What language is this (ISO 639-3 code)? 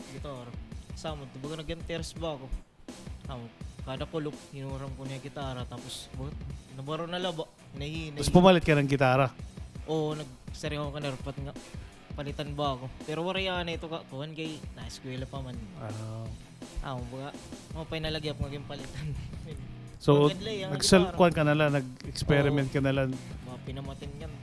war